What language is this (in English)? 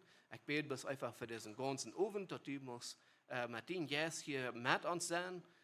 Plautdietsch